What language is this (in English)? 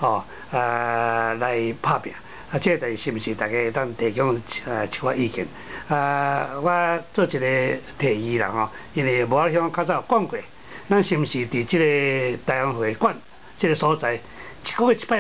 Min Nan Chinese